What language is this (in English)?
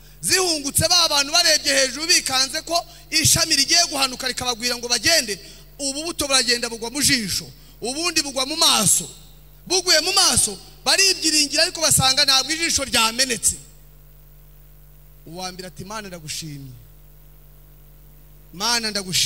Kinyarwanda